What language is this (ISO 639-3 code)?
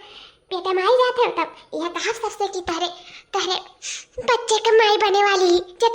awa